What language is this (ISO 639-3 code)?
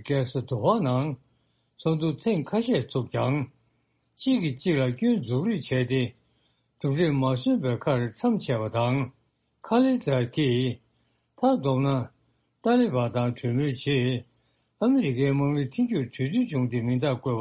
bod